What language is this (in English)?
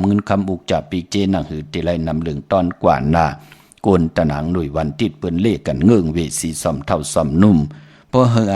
Shan